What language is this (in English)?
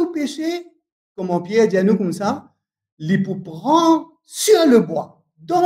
Morisyen